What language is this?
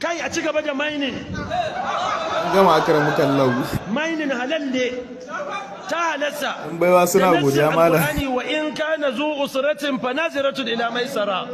Hausa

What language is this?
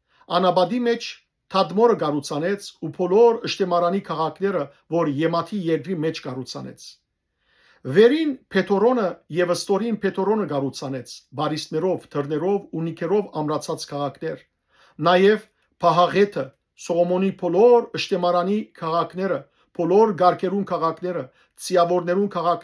Western Armenian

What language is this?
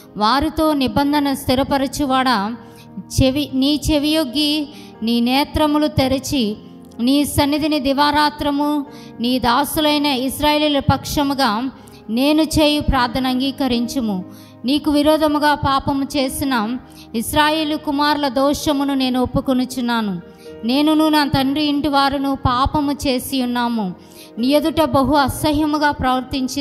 Telugu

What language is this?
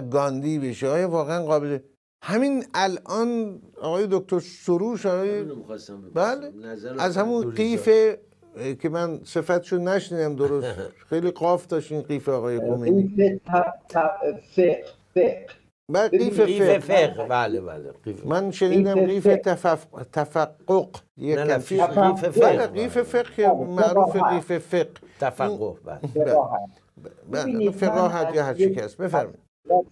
Persian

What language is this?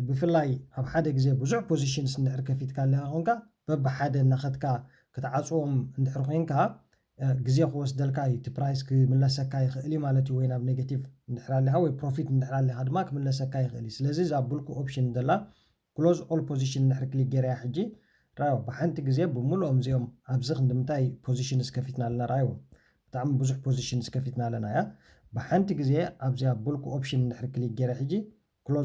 Tigrinya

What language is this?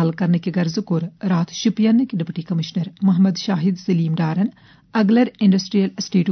Kashmiri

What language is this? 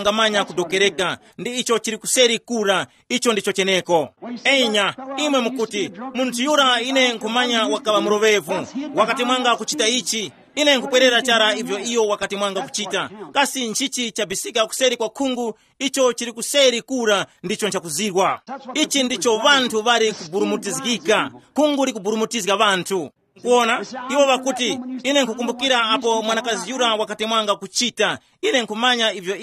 Tumbuka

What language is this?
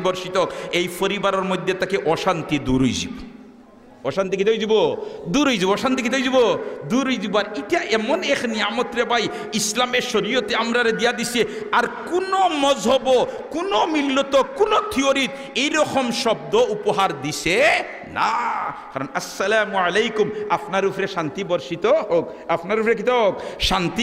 Sylheti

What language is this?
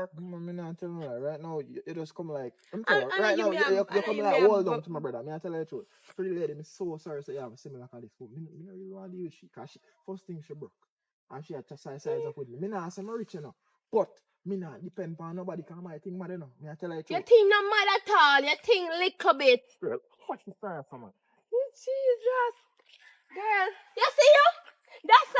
Jamaican Creole English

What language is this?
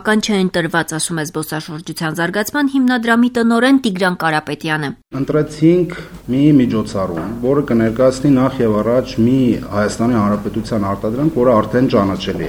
Armenian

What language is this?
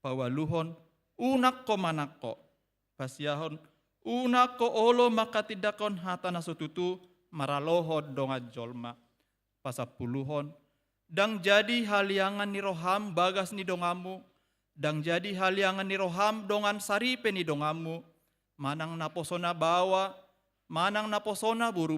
Batak Toba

